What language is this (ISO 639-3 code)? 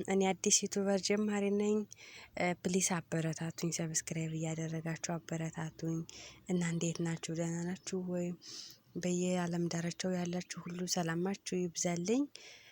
amh